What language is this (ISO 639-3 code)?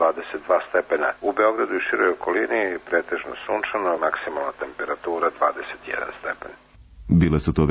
srp